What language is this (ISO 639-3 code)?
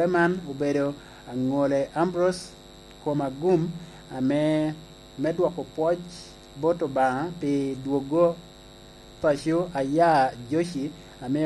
laj